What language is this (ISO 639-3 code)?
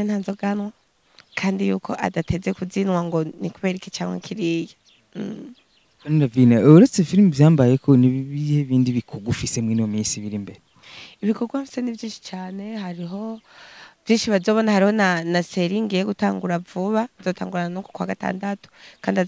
run